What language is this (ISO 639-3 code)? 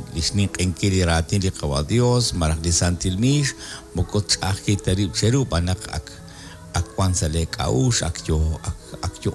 kek